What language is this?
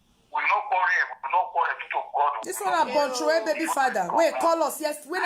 Nigerian Pidgin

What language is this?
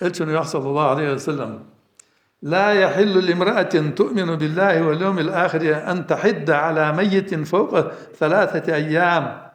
Ingush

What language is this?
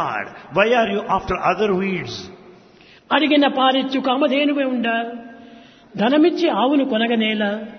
Telugu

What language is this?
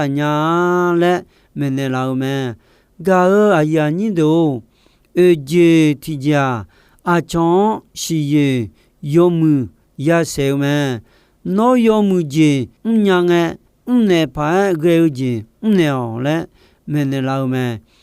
Akha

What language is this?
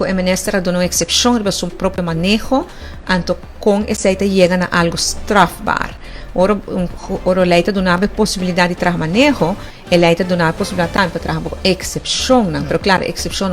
Papiamento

